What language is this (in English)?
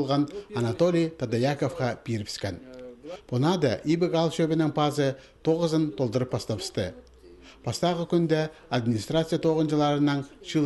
Khakas